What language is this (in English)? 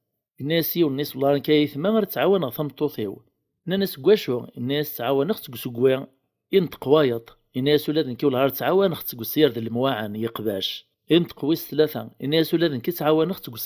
Kabyle